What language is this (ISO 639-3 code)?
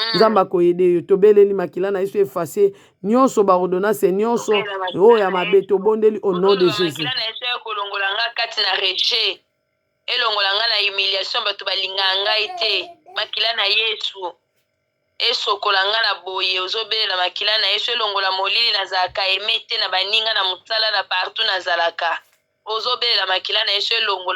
lin